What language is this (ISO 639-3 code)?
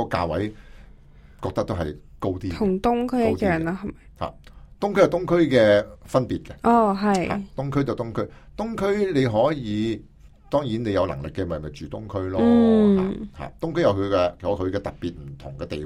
yue